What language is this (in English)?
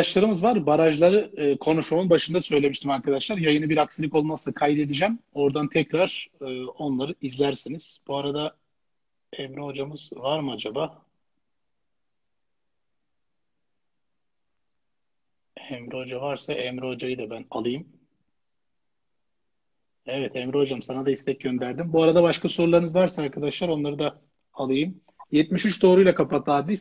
Turkish